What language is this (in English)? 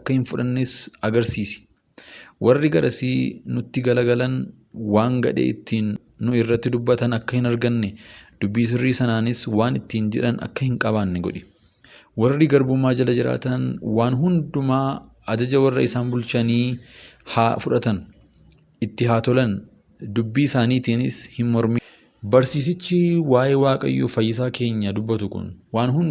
Oromo